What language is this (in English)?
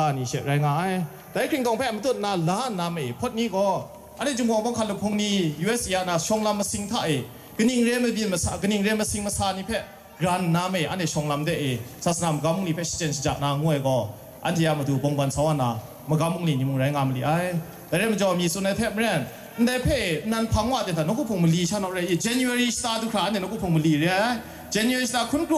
Kachin